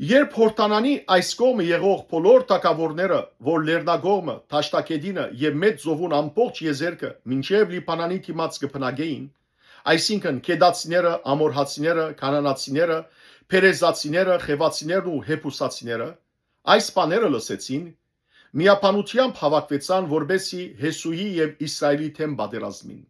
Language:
Western Armenian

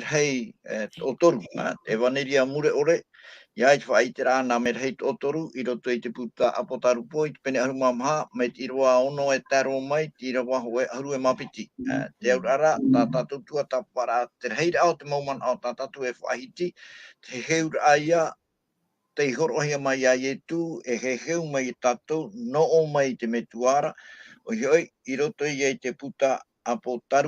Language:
Tahitian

